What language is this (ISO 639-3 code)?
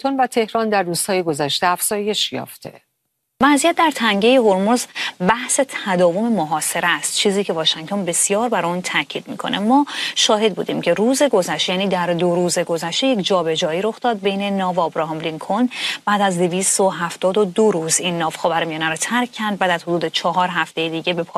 fas